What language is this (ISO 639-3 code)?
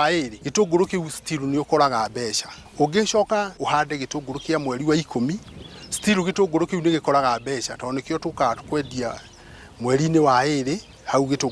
kik